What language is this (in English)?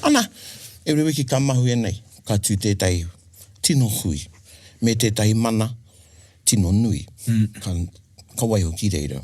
Māori